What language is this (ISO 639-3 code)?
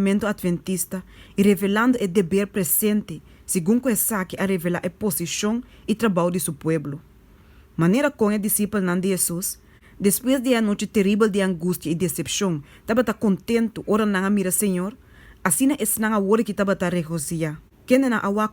pap